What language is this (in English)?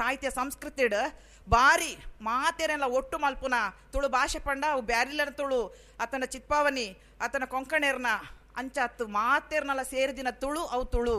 Tulu